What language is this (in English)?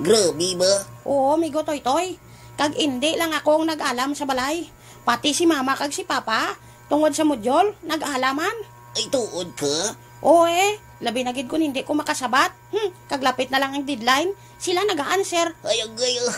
Hiligaynon